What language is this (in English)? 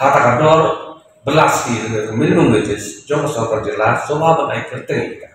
Khasi